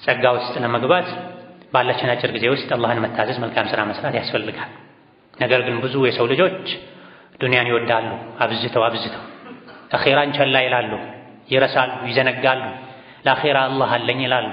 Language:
Amharic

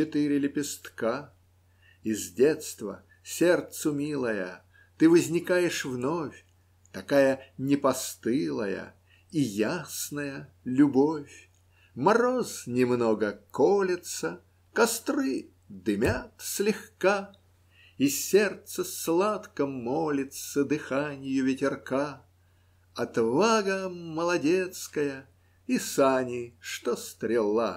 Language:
Russian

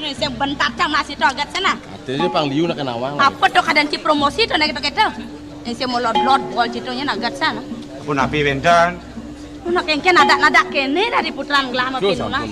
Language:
Balinese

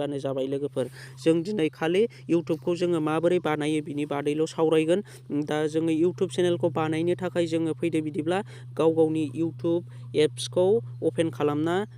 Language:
Bodo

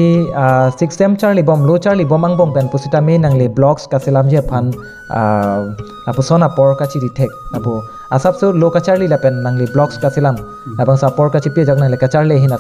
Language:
Karbi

